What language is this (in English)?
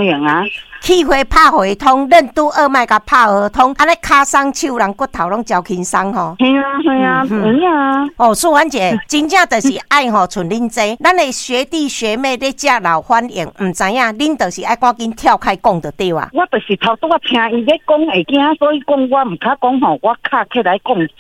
Min Nan Chinese